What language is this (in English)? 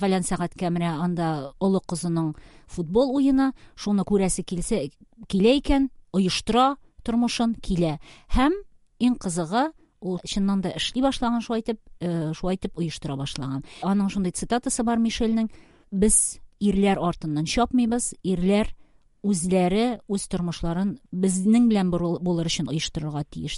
Tatar